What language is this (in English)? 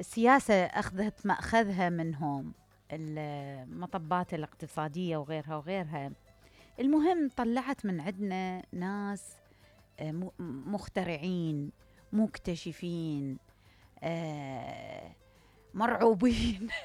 Mesopotamian Arabic